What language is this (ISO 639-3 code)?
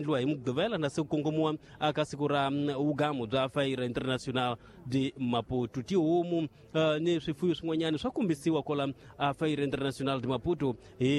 tso